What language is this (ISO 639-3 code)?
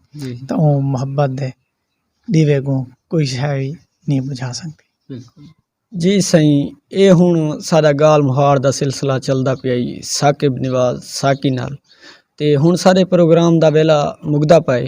skr